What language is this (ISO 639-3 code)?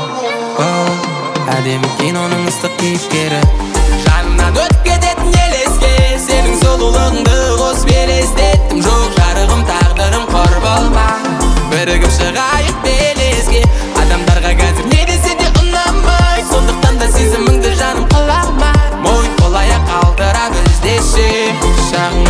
kaz